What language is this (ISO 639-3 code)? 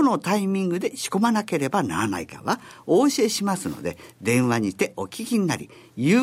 jpn